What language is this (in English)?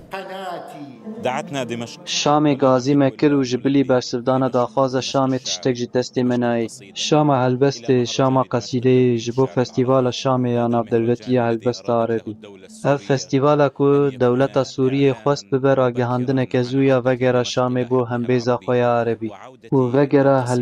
Kurdish